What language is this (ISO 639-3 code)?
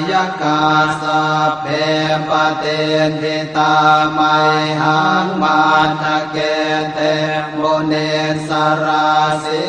pli